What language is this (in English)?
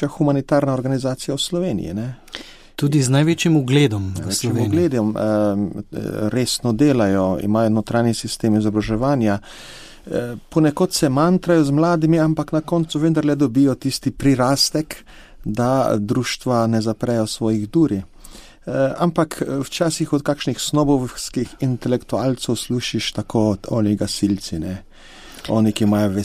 Slovenian